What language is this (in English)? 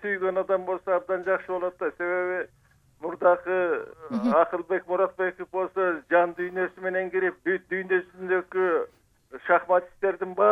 Kyrgyz